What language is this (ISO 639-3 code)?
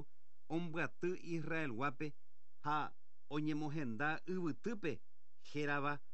grn